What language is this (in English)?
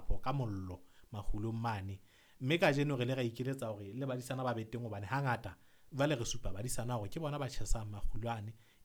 Southern Sotho